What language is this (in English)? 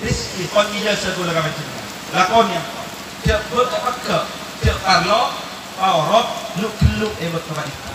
Madurese